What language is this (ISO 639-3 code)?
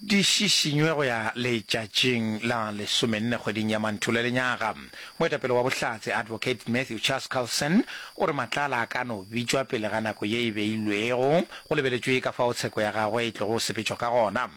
nso